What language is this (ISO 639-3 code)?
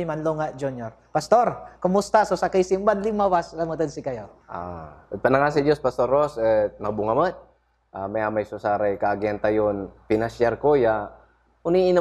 pag